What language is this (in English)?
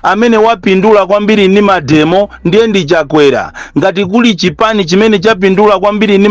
Nyanja